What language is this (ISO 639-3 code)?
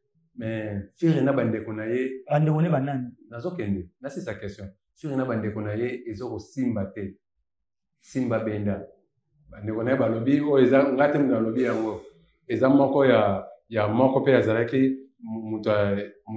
lin